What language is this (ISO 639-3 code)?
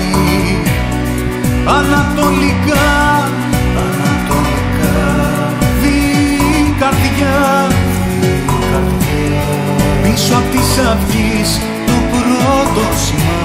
ell